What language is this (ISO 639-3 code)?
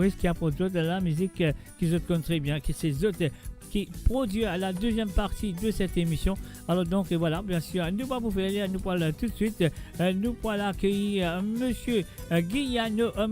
mfe